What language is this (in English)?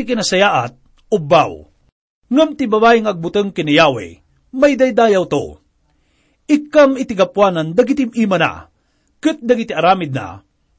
Iloko